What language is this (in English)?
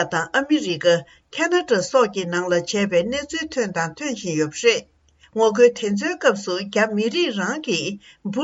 Tibetan